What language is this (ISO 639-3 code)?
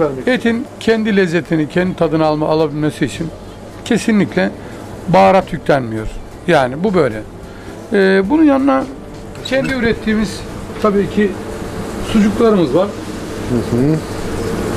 tur